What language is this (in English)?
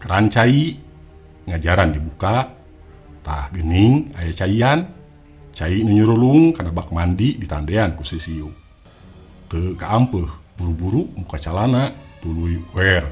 Sundanese